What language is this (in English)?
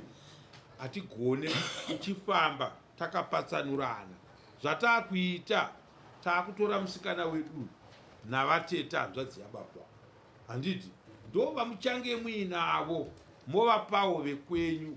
Shona